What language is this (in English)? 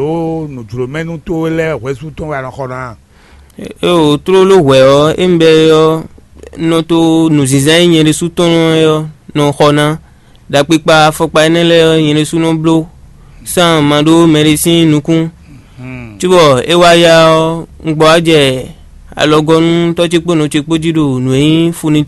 Fon